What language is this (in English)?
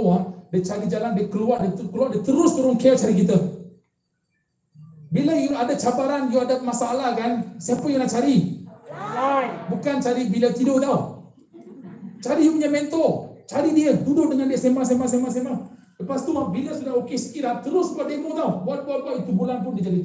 Malay